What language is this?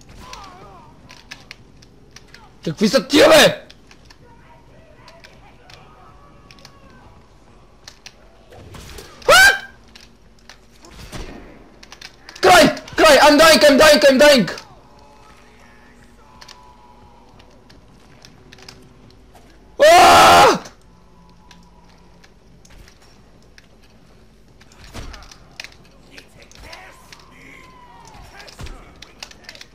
Bulgarian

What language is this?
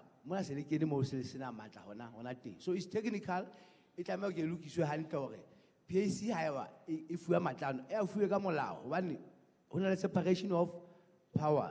Southern Sotho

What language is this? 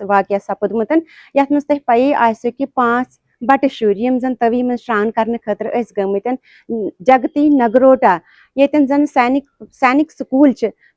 Kashmiri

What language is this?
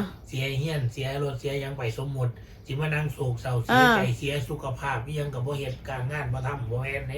Northeastern Thai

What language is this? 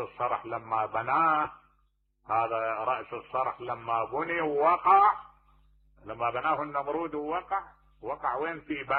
Mesopotamian Arabic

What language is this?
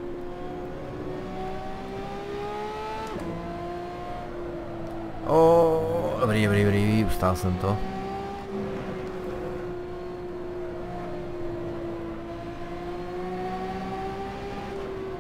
Czech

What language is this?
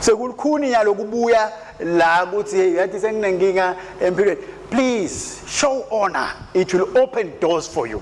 Swati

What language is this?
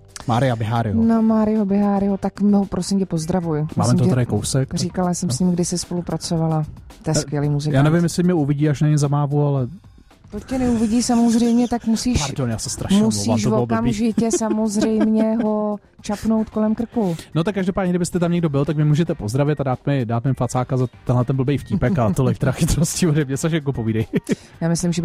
Czech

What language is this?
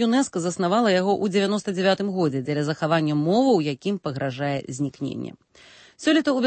Belarusian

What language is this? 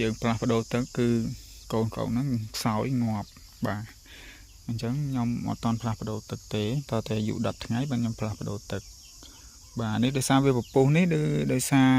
Khmer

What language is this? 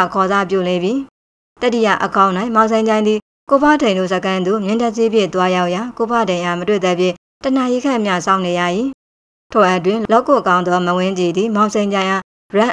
Burmese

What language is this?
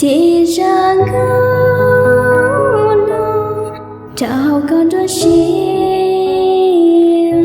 Hmong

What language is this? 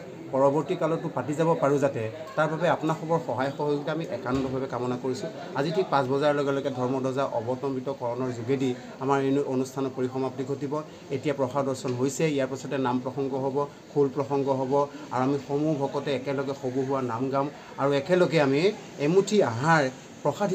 Assamese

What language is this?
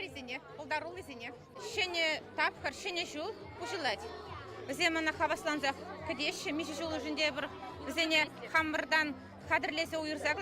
Chuvash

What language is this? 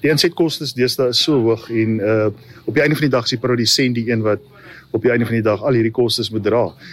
Afrikaans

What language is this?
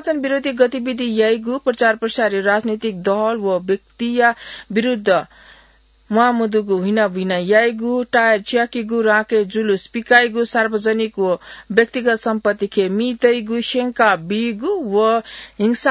Newari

